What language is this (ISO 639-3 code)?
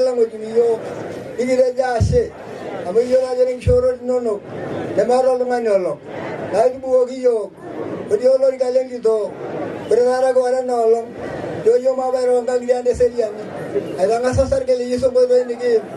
mas